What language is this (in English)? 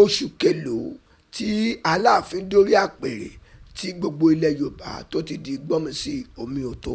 Yoruba